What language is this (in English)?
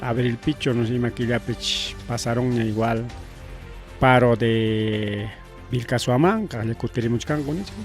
Ayacucho Quechua